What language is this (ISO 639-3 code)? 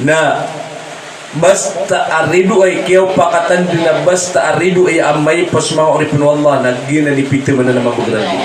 mrw